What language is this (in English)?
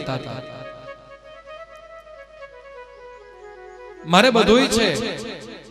Gujarati